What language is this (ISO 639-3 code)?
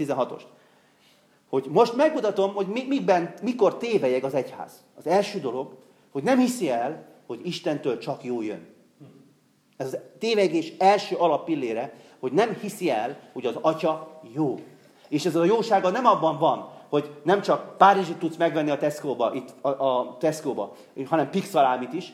hun